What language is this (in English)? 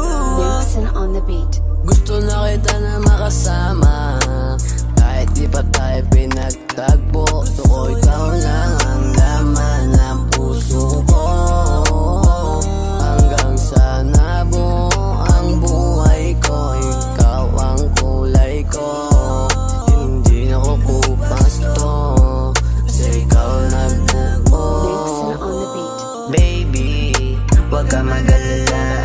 Filipino